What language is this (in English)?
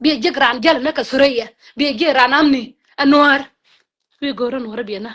Nuer